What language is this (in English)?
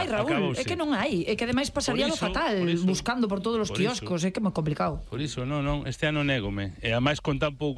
Galician